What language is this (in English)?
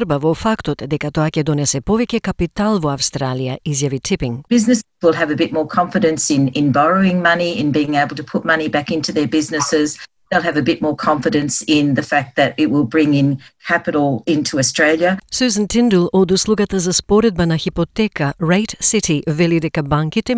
Macedonian